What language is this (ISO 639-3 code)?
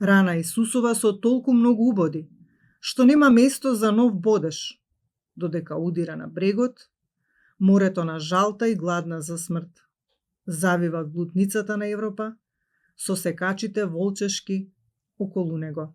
mkd